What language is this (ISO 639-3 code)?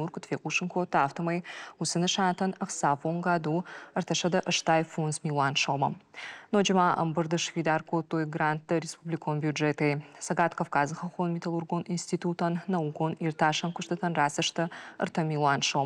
oss